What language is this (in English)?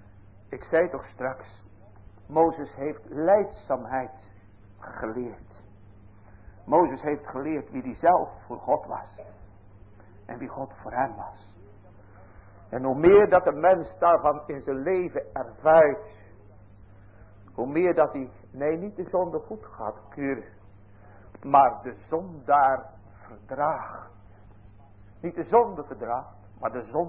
Dutch